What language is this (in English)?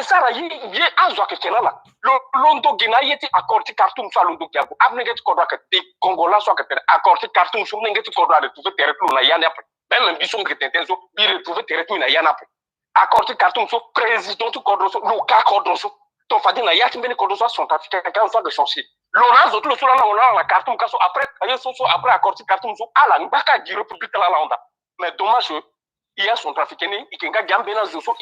Sango